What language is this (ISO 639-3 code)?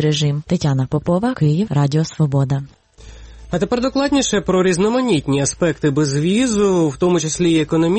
ukr